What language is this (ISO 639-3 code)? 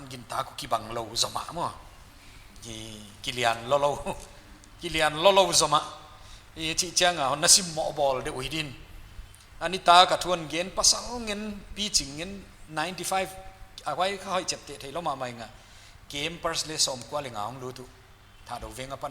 pck